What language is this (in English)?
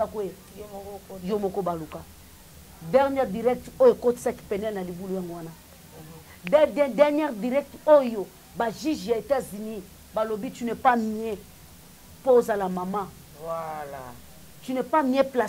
Lingala